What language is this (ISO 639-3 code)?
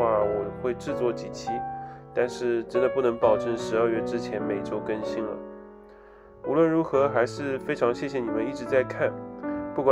zho